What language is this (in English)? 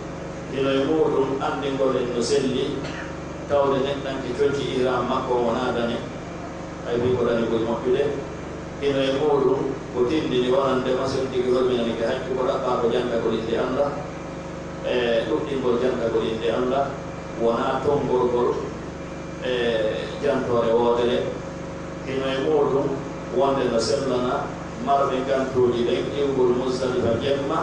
Pular